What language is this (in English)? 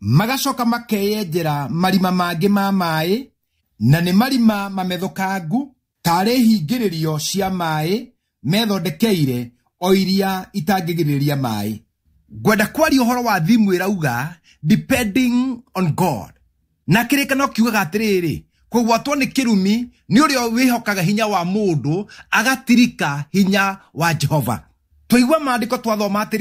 Kikuyu